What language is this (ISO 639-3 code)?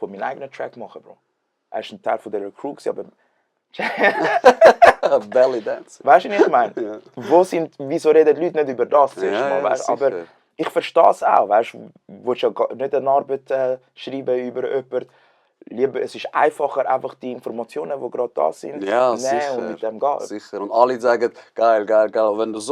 gsw